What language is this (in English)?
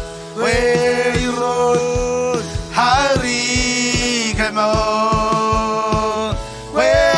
Marshallese